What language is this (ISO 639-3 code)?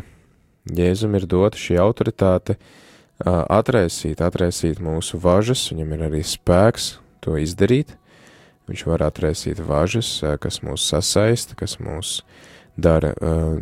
lav